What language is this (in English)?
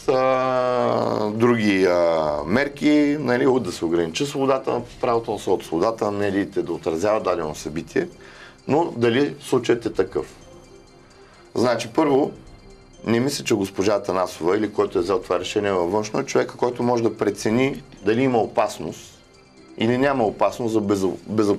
Bulgarian